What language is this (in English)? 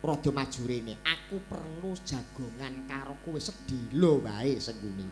Javanese